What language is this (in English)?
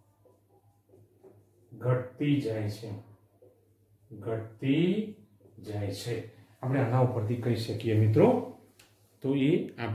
Gujarati